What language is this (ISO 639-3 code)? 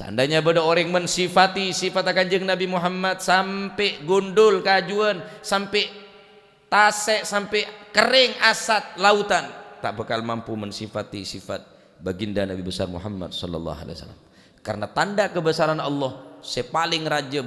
mad